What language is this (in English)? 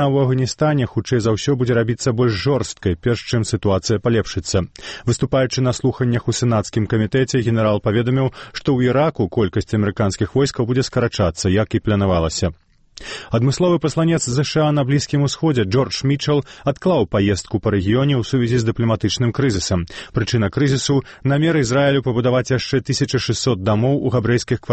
Belarusian